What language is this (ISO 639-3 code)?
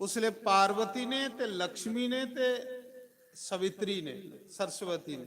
doi